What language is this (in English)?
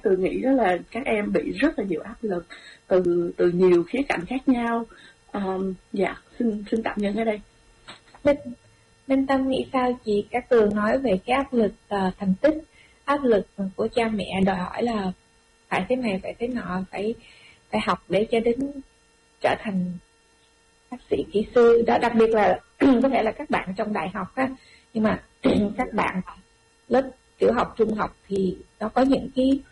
Vietnamese